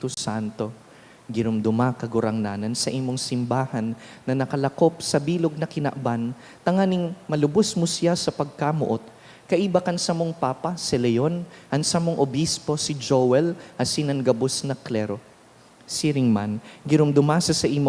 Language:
Bikol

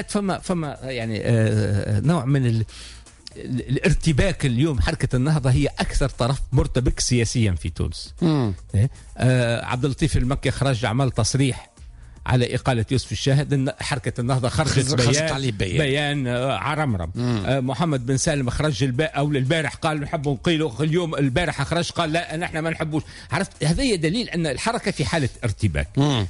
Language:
Tunisian Arabic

